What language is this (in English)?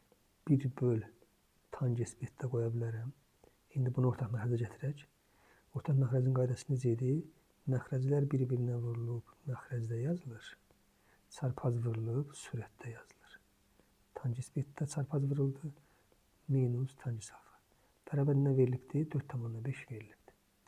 Azerbaijani